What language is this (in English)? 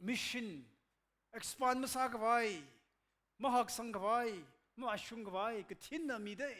Tangkhul Naga (India)